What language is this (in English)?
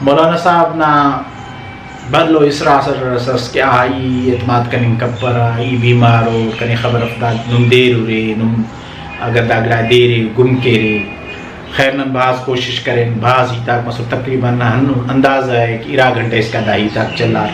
Brahui